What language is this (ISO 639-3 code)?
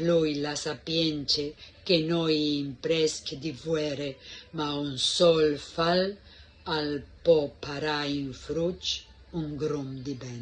fur